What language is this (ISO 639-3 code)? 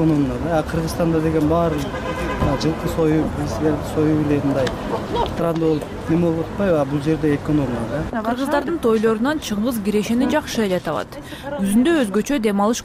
kir